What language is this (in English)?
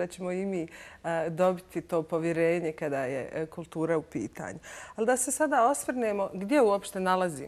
Bosnian